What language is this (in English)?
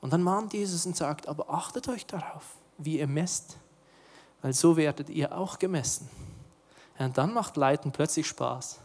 Swiss German